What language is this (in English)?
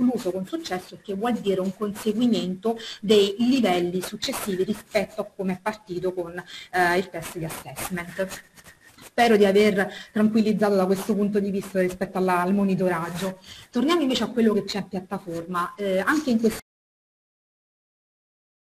Italian